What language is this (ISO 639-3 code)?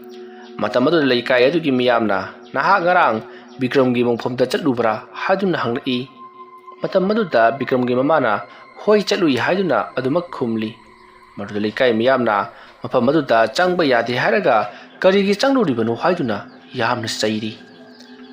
mni